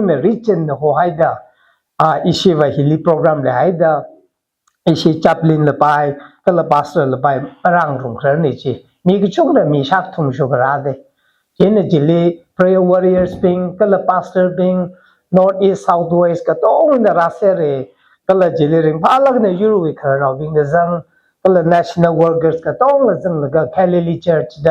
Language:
Tangkhul Naga (India)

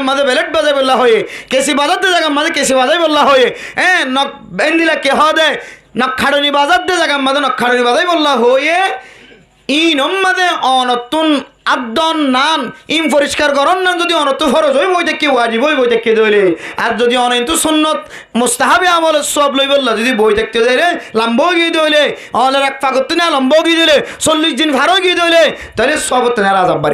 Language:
Rohingya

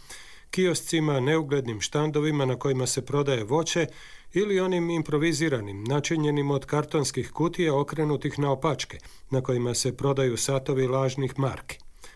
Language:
Croatian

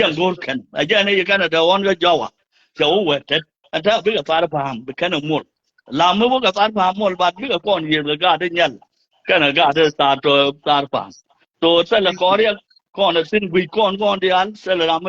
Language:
Nuer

